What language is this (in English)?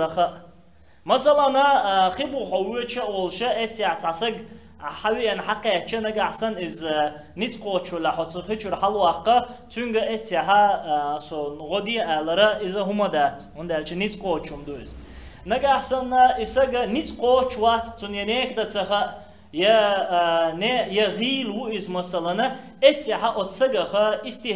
Chechen